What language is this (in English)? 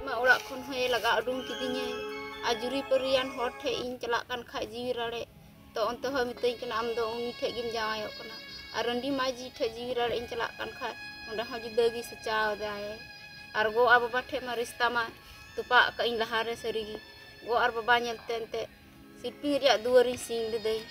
Santali